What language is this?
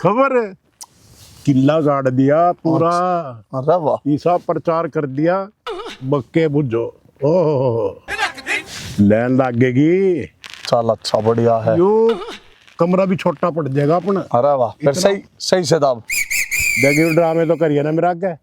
Haryanvi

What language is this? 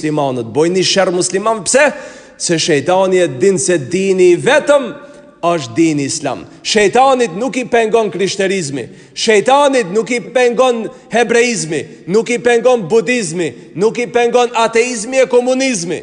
Albanian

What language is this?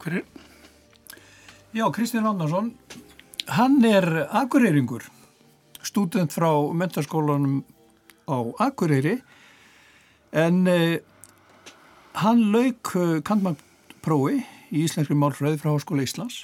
Icelandic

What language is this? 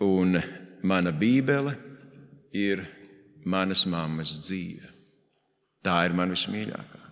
Latvian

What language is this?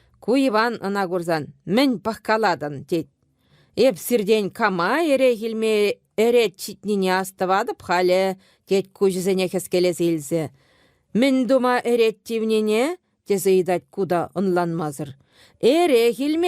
Chuvash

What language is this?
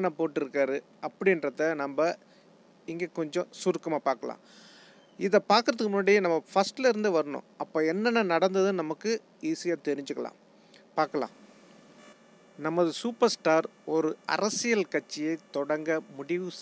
Tamil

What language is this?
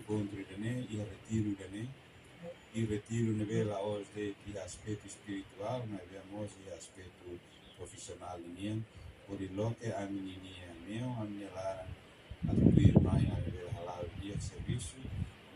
Tetum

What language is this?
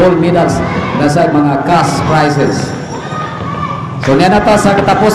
Cebuano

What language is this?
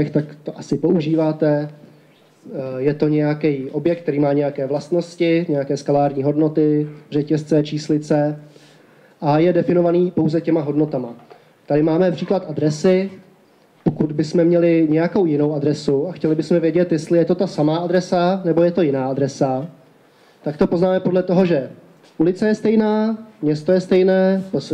Czech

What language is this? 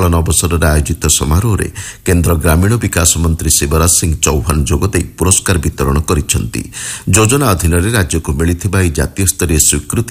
Odia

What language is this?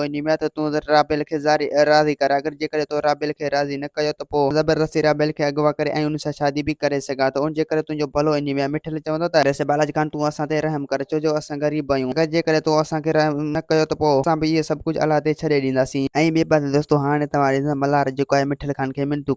Sindhi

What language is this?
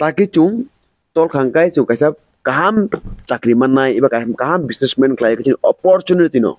Kok Borok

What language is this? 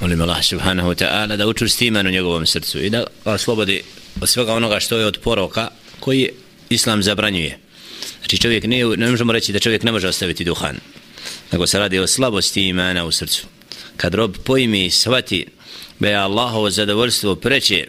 Bosnian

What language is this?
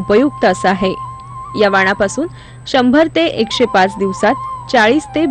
Marathi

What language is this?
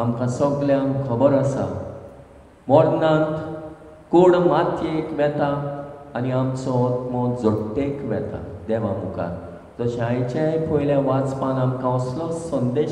Konkani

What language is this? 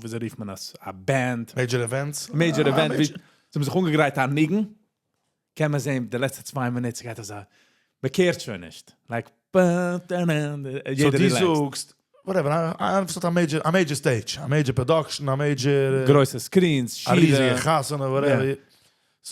Yiddish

